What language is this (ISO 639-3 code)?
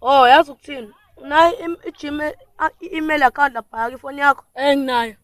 zul